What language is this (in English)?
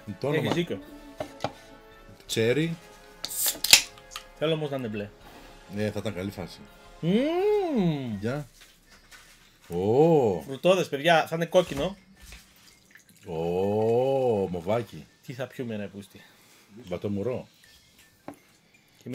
Greek